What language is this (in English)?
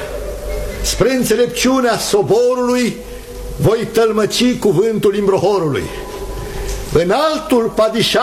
Romanian